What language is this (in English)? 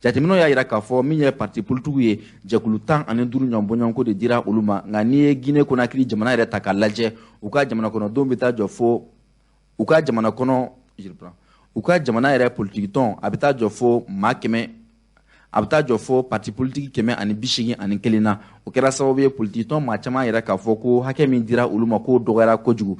Bambara